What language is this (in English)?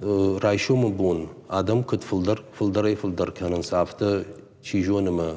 Ossetic